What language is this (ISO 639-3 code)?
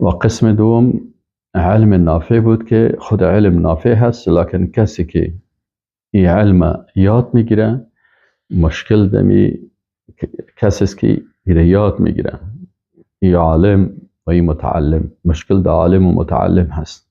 fas